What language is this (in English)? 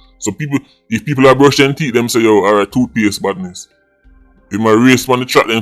Jamaican Creole English